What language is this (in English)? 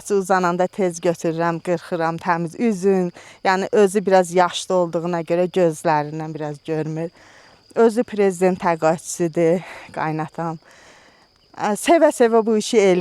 Azerbaijani